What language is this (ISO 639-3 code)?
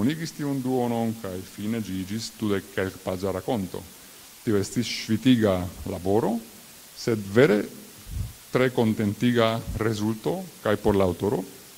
epo